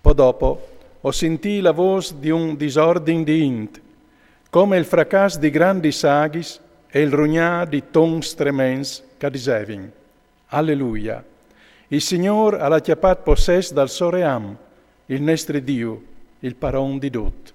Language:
Friulian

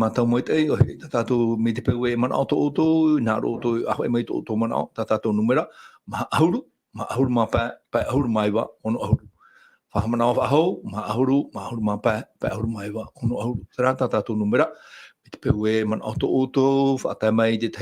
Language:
Tahitian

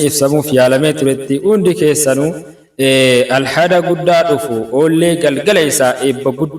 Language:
Oromo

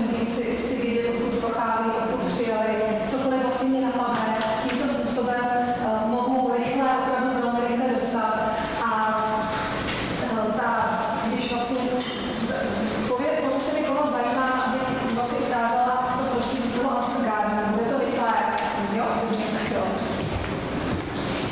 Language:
Czech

